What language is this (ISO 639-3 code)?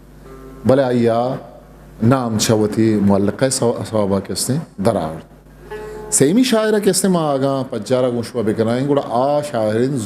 bgp